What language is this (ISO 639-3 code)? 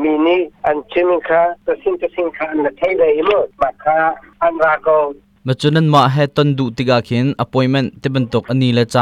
cnh